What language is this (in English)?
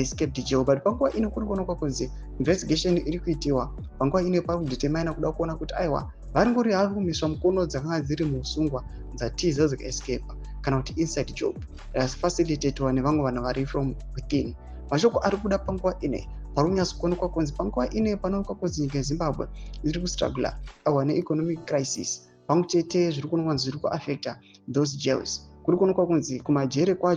Shona